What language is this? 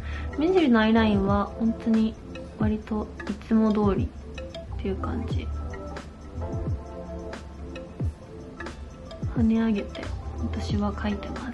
Japanese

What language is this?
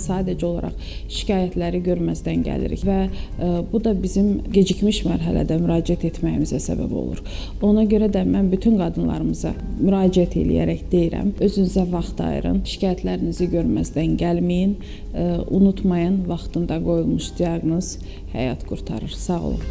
Azerbaijani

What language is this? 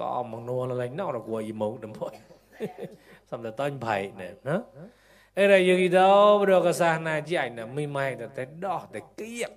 Mon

